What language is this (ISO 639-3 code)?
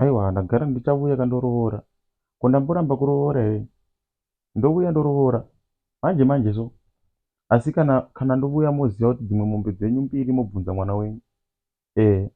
sna